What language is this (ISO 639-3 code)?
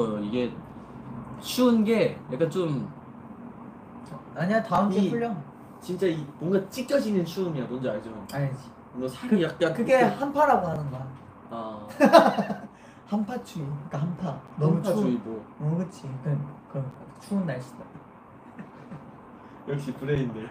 kor